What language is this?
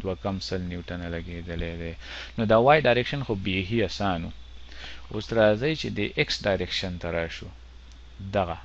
Pashto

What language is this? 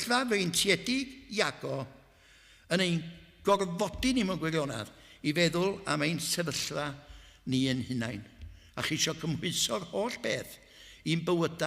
Welsh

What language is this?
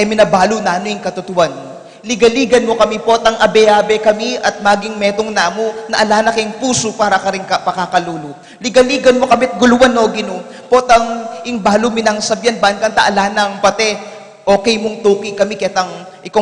Pampanga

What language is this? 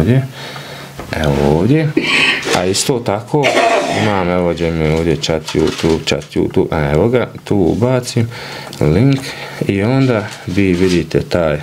Bosnian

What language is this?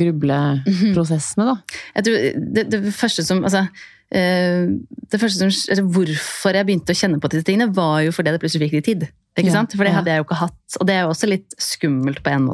Norwegian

